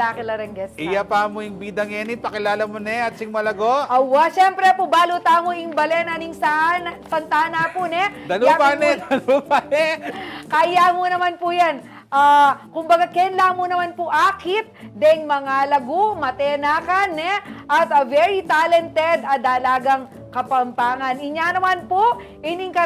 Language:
Pampanga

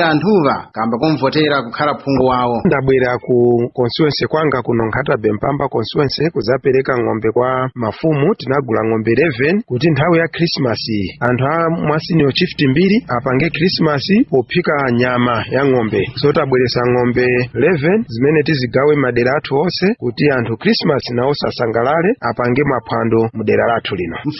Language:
Nyanja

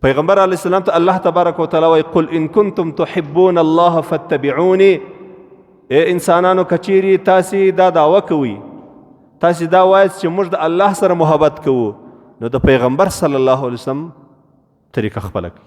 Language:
Pashto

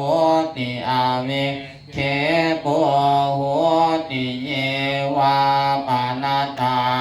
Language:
Pali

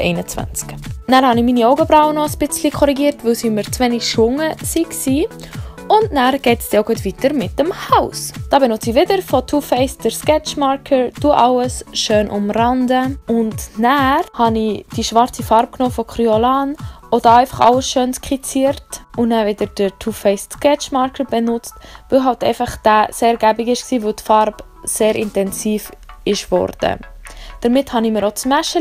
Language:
Swiss German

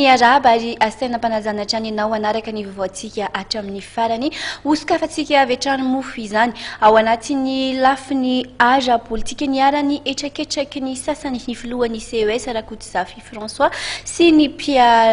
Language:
Malagasy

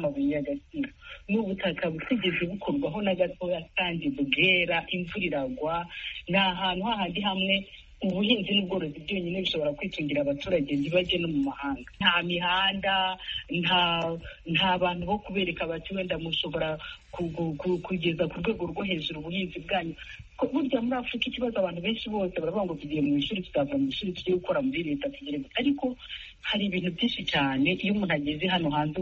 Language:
Kinyarwanda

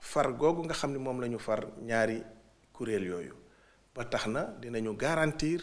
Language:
Wolof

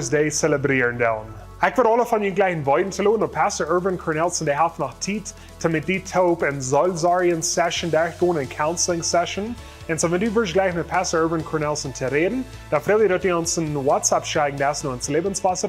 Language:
Plautdietsch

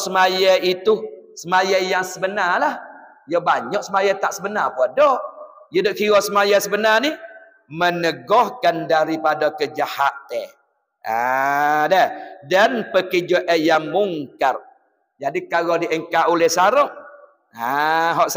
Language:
Pattani Malay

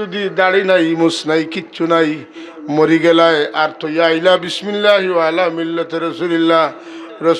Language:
Sylheti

